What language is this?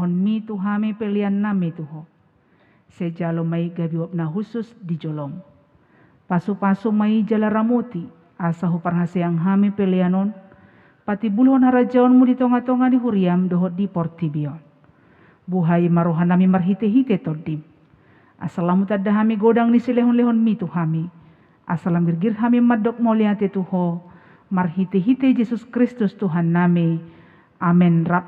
Batak Toba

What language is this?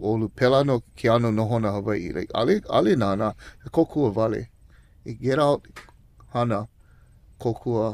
Hawaiian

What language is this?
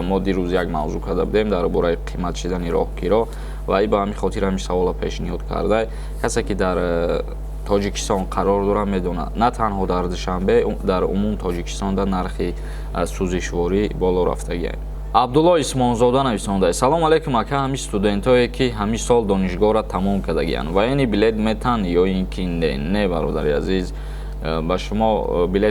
Tajik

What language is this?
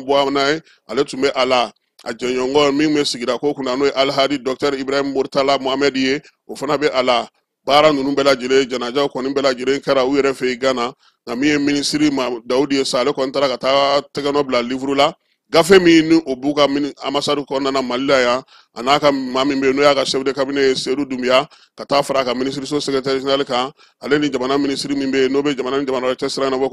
Bambara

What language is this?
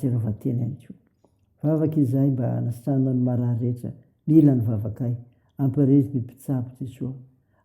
Malagasy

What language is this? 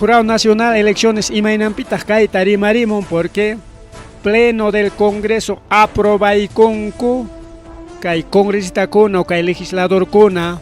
Ayacucho Quechua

